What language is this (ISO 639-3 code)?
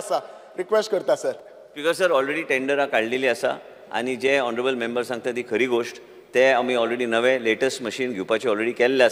kok